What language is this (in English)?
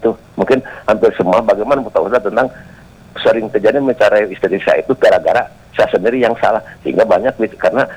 Indonesian